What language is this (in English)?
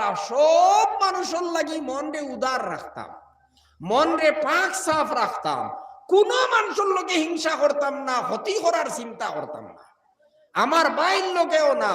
Sylheti